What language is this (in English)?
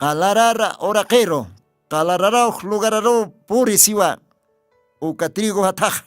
Aymara